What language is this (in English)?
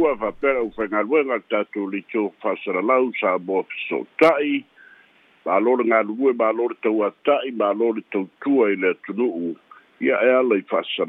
Samoan